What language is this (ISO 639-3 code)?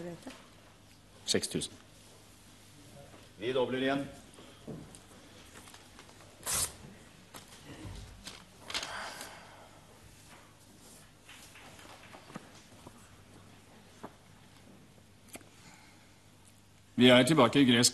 nor